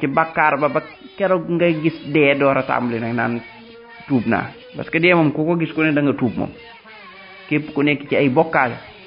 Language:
Wolof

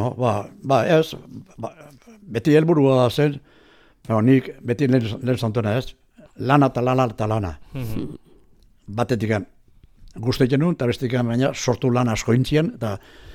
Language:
Basque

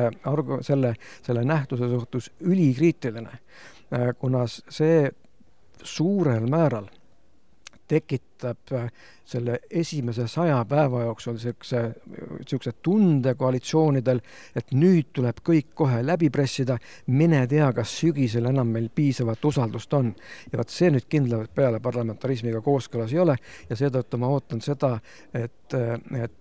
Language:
Estonian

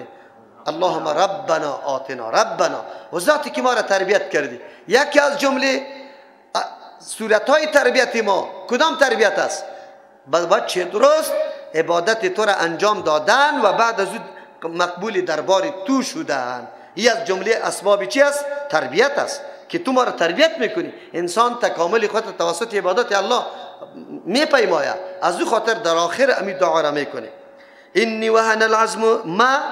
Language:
Persian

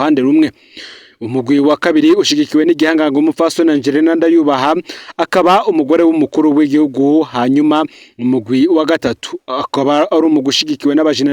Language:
Rundi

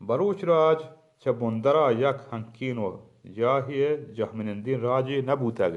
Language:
Baluchi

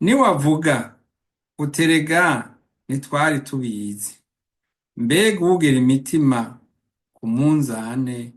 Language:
Rundi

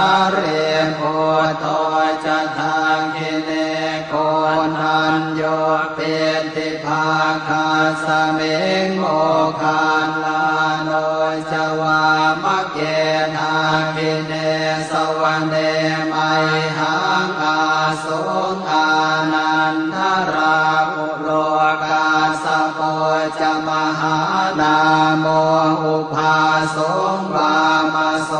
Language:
Pali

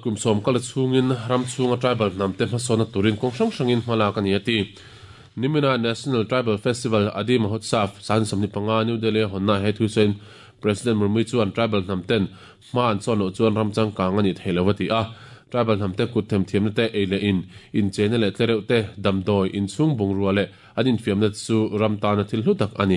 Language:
Mizo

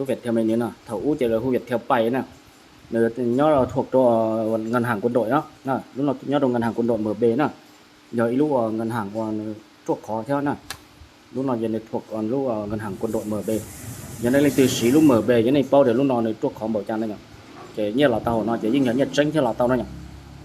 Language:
Hmong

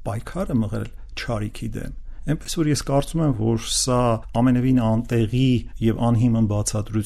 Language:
Armenian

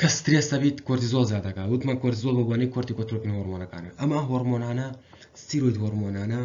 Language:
Central Kurdish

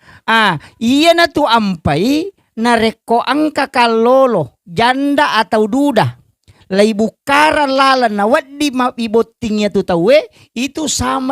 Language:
Buginese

